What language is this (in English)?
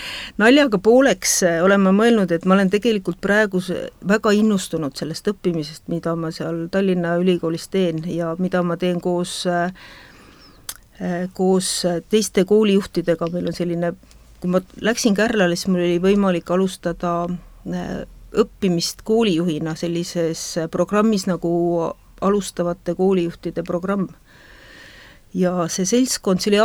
Estonian